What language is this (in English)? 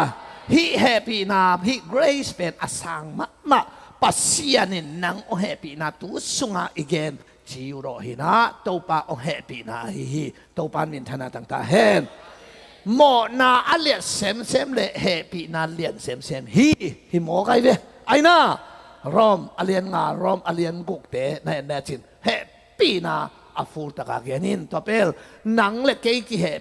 Tedim Chin